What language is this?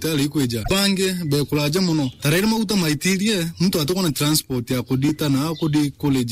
Meru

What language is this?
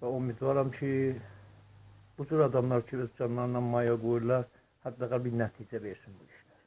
South Azerbaijani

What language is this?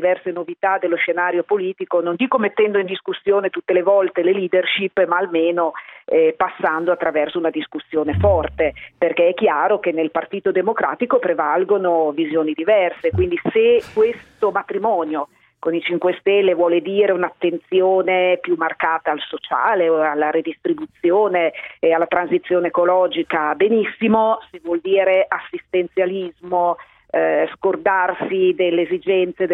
Italian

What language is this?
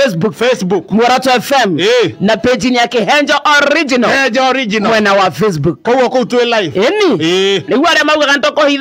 Kikuyu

